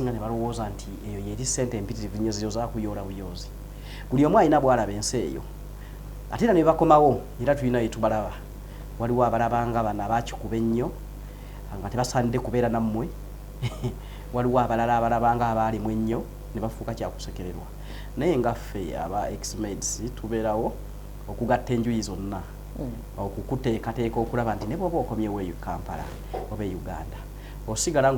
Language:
Ganda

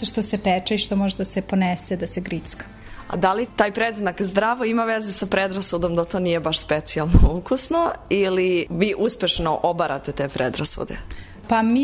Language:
Serbian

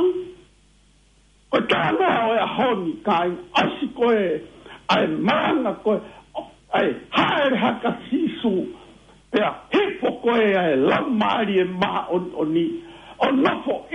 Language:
Tongan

